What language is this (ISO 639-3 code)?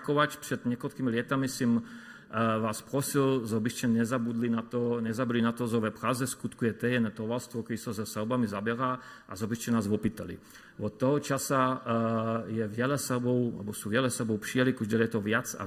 hsb